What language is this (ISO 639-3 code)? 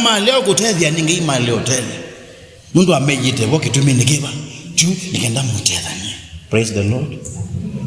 kam